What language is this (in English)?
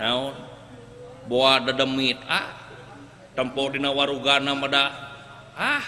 Sundanese